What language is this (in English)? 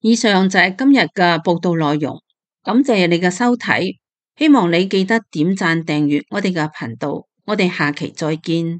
Cantonese